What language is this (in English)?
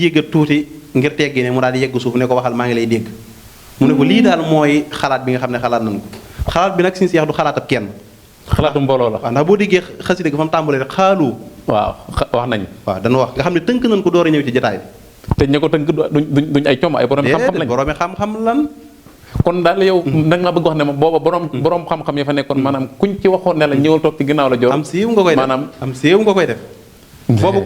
Wolof